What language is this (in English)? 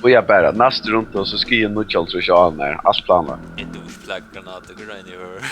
Faroese